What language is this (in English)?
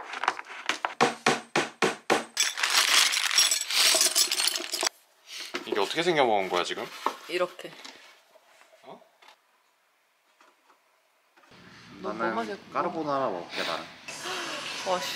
Korean